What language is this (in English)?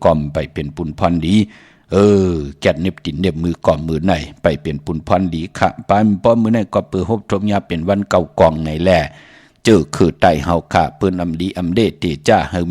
Shan